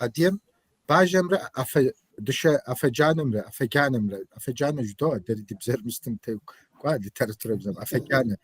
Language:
Kabardian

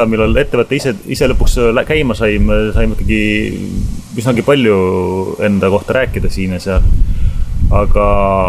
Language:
Estonian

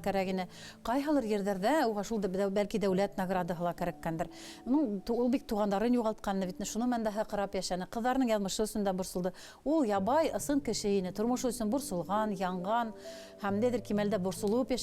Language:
Bashkir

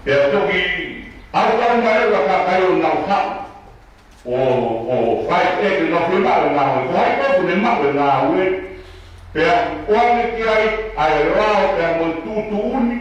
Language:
Tongan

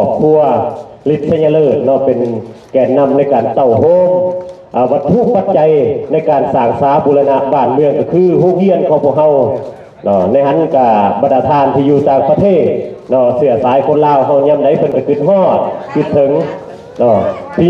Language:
Lao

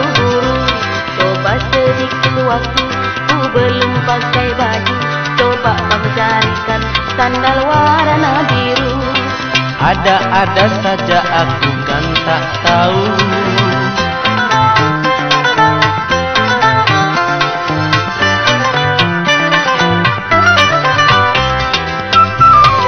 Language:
Malay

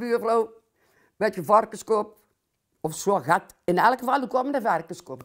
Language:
Limburgish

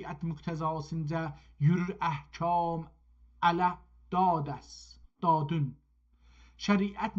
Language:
South Azerbaijani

